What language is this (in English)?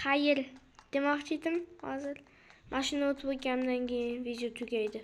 Uzbek